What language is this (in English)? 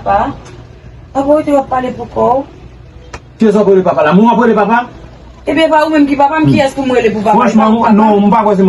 Haitian Creole